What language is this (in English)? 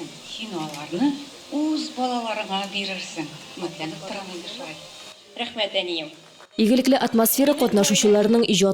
Tatar